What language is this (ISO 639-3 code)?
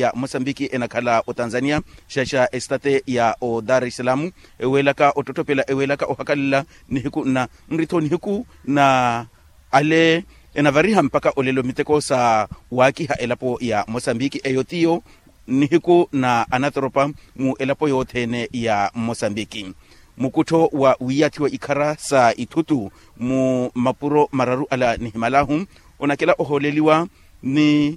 vmw